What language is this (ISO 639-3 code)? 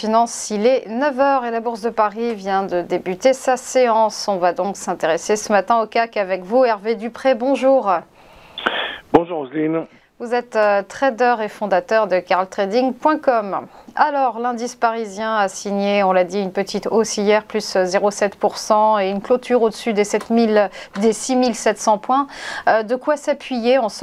fra